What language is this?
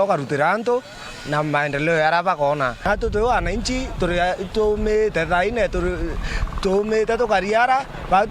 Meru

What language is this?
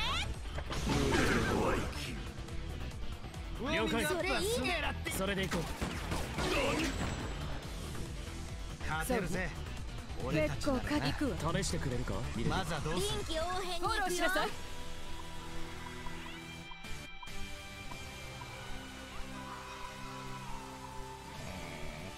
Japanese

